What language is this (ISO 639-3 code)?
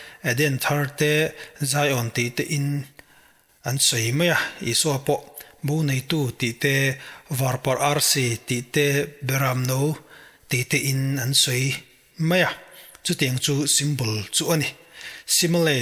lus